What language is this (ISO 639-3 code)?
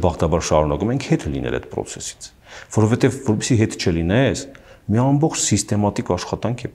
hye